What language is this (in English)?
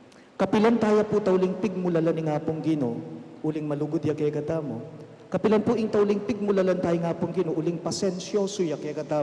Pampanga